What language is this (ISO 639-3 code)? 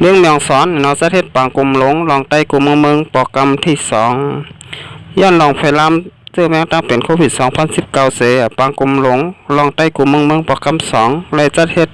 shn